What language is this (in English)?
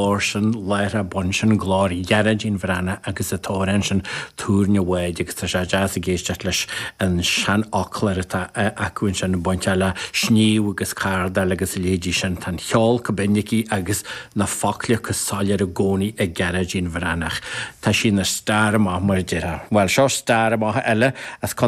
Irish